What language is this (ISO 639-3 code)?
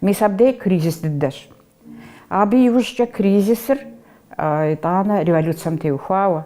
kbd